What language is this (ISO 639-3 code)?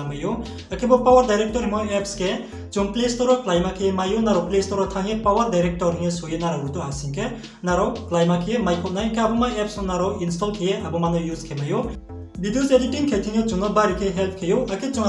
ria